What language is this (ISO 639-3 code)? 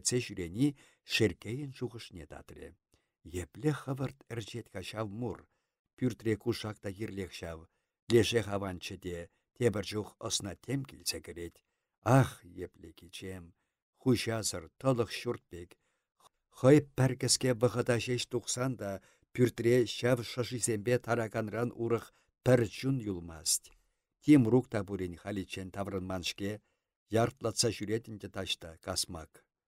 chv